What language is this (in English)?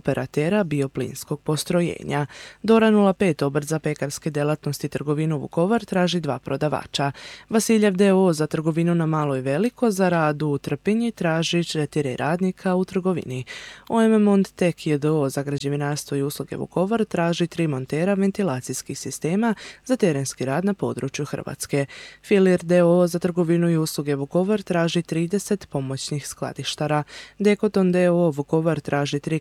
Croatian